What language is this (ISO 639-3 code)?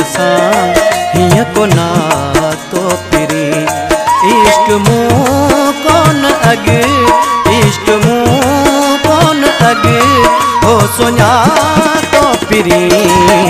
snd